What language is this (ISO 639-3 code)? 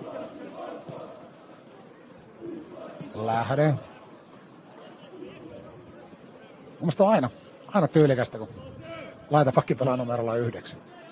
fin